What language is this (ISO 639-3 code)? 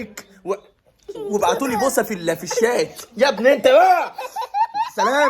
arz